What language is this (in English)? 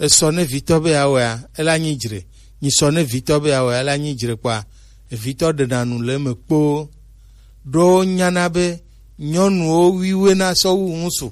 Gen